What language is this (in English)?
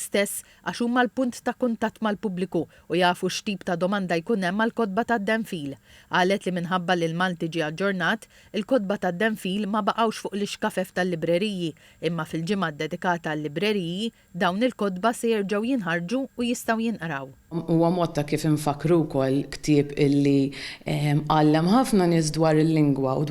Maltese